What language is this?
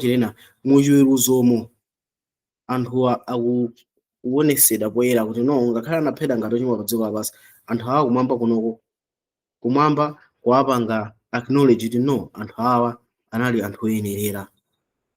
Nyanja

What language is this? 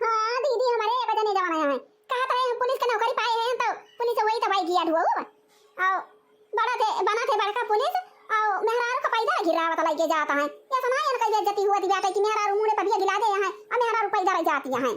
Awadhi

